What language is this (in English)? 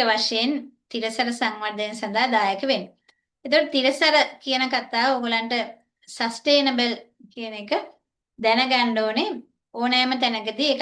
Sinhala